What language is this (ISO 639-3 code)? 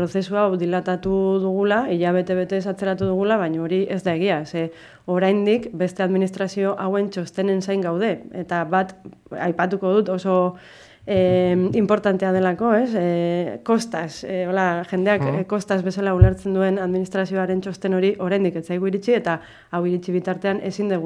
eus